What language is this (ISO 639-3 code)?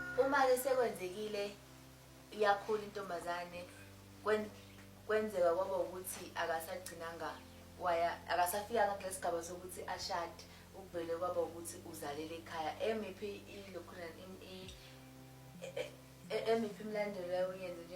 zul